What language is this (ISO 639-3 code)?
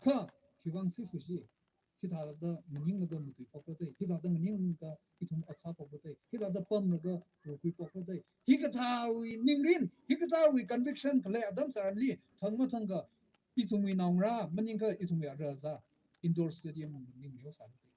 nmf